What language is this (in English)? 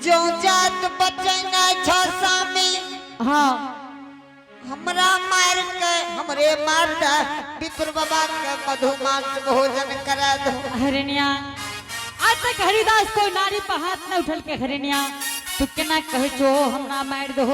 Angika